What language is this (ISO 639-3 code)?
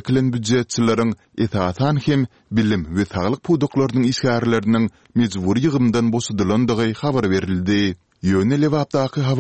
tuk